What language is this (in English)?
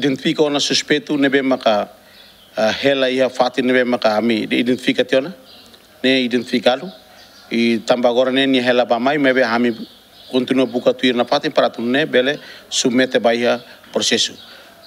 Tetum